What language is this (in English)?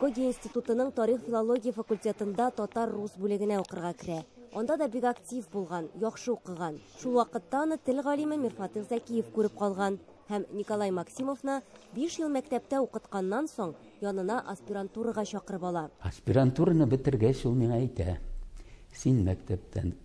Tatar